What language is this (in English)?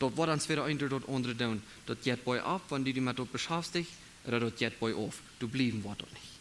Plautdietsch